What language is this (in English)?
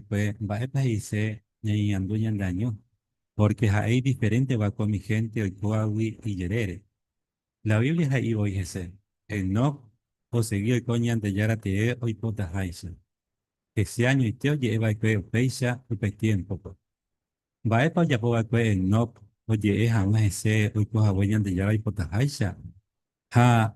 Guarani